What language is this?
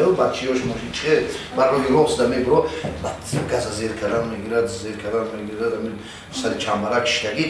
Tajik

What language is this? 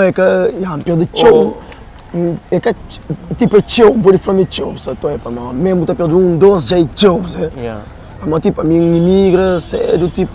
Kabuverdianu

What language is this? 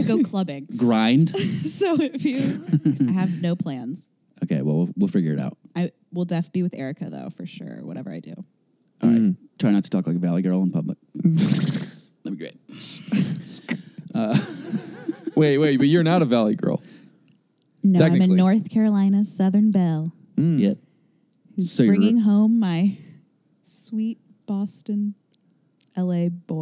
English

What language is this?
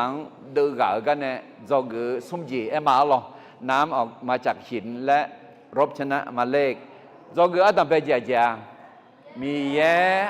Akha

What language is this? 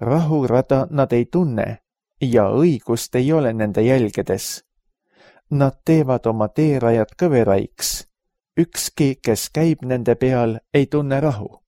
Estonian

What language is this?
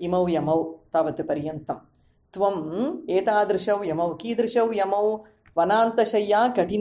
Sanskrit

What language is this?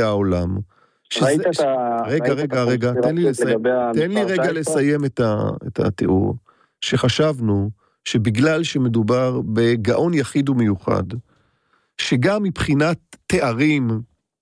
Hebrew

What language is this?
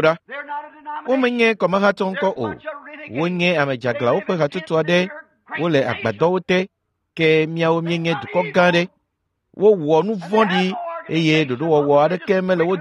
Ewe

